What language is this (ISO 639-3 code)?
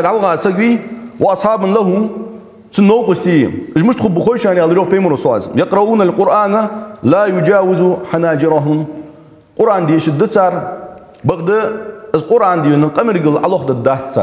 inh